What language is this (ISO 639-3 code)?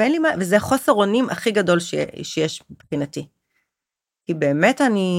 heb